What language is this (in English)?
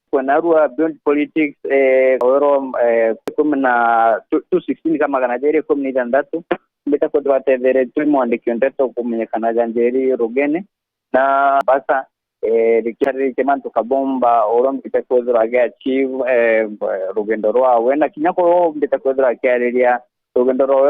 Meru